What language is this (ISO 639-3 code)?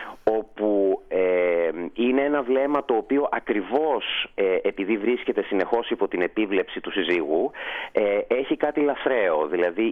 ell